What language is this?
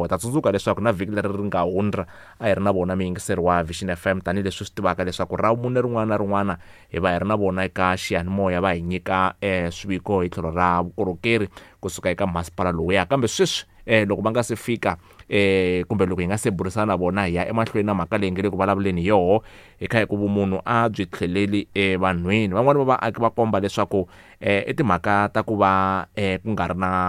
Tsonga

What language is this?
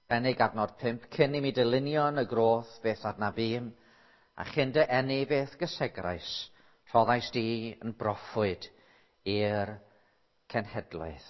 Welsh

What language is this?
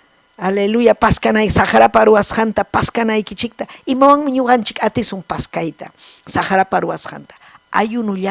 Ayacucho Quechua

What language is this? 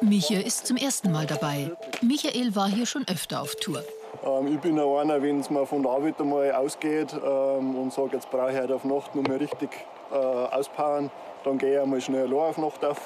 Bavarian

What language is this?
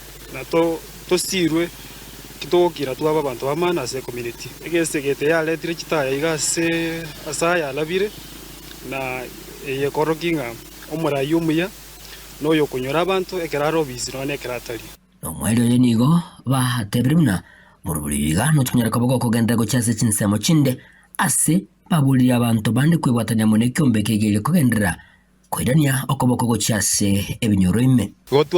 Gusii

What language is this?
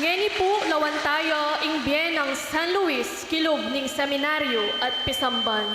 Pampanga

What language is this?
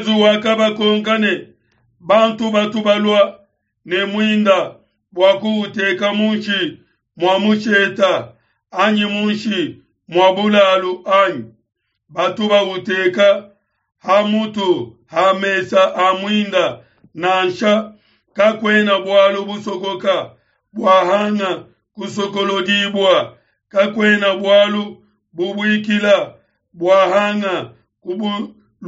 Luba-Lulua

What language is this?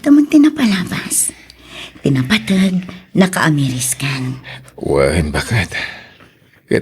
Iloko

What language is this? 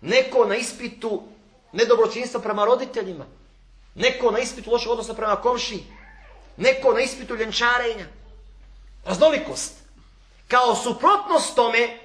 Bosnian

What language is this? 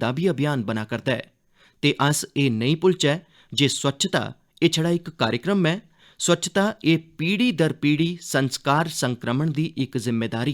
Dogri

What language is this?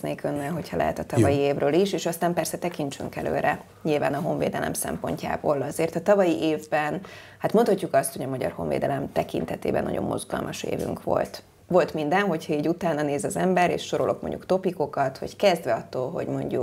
Hungarian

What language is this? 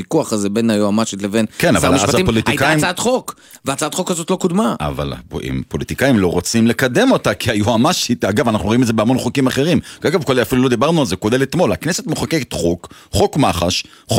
Hebrew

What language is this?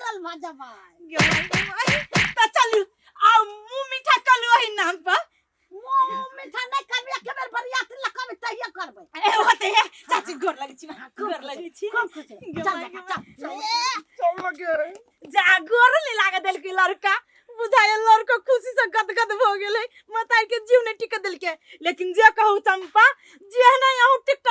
Maithili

